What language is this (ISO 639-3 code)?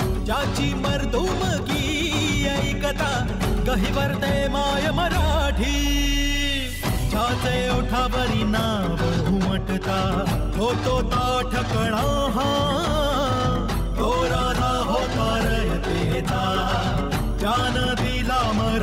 mar